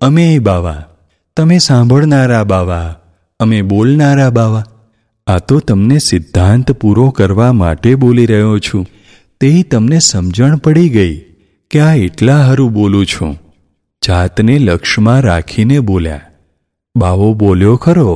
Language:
Gujarati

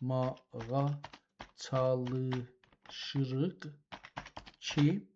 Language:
South Azerbaijani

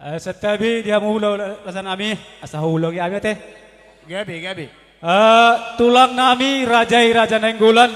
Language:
Batak Toba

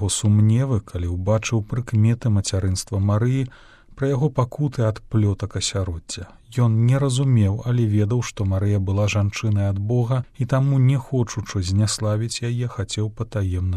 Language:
Belarusian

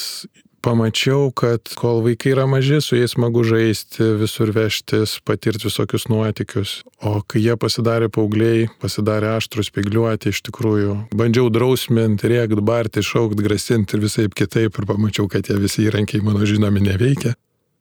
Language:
Lithuanian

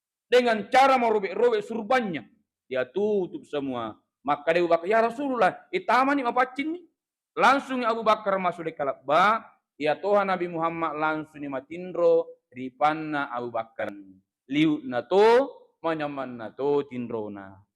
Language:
Buginese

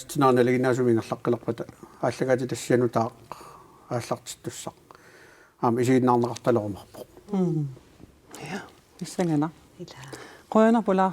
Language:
Kalaallisut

